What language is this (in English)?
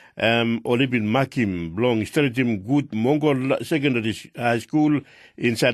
Tok Pisin